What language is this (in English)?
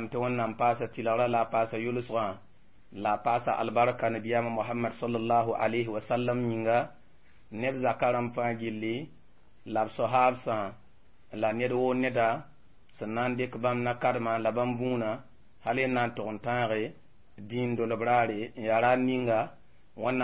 Mossi